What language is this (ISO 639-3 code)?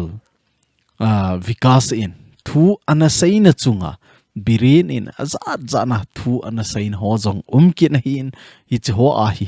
tcz